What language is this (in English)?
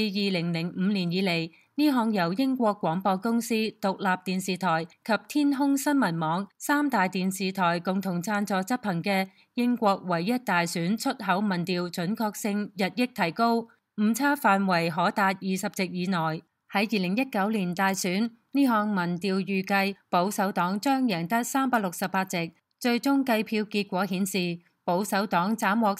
Cantonese